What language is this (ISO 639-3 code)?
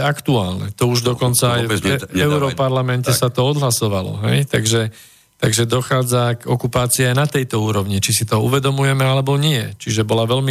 slk